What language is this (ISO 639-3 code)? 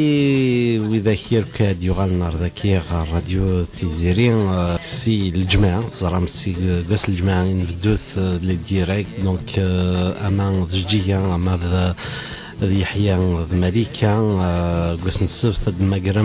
kab